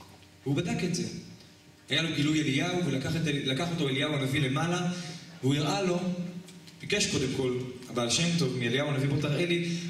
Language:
Hebrew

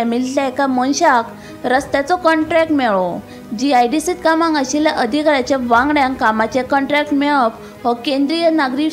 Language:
Konkani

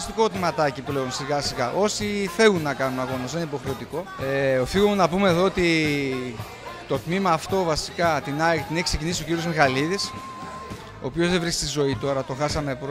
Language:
Greek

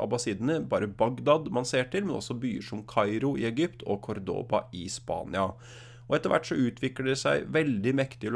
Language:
Norwegian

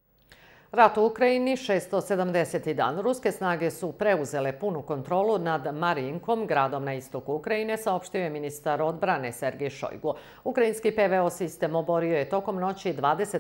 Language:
Serbian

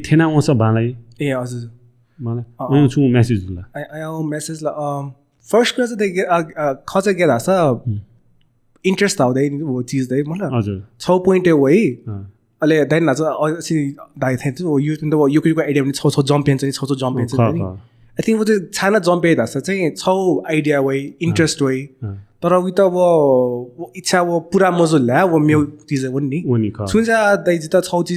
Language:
Newari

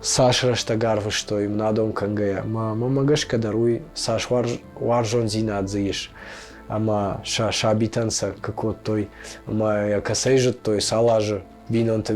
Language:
Ossetic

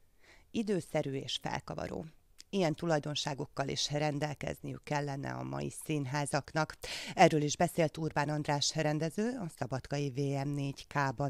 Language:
Hungarian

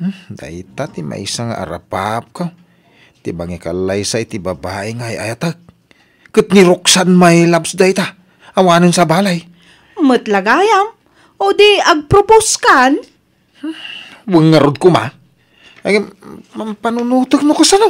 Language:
Iloko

